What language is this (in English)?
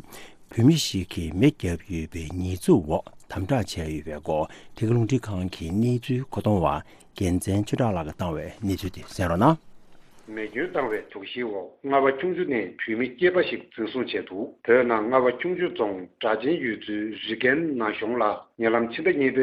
Tibetan